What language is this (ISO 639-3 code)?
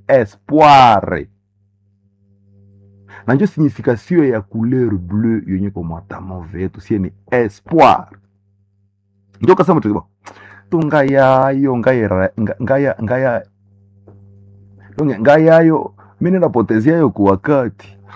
swa